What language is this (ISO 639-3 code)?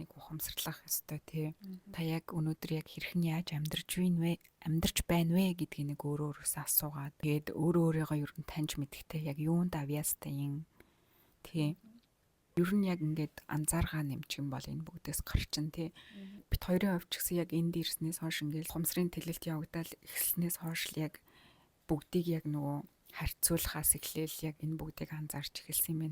mon